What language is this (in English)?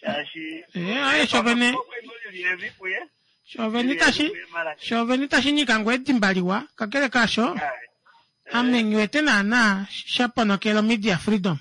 Kuanyama